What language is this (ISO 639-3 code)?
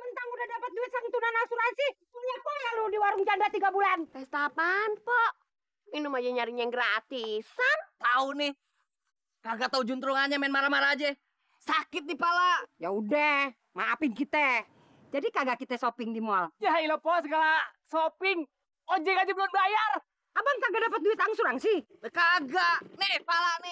bew